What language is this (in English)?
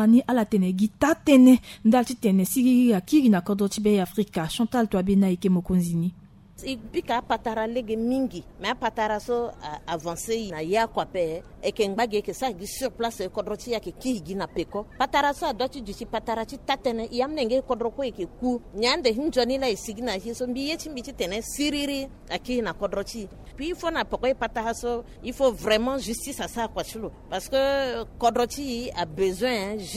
Sango